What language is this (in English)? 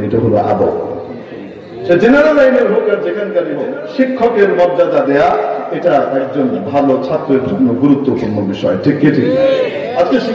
Bangla